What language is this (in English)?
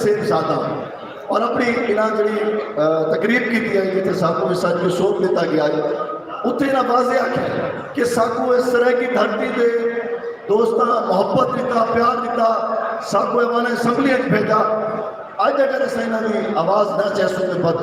Saraiki